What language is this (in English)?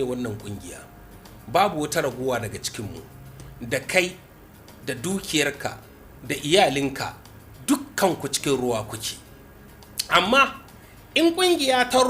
Hausa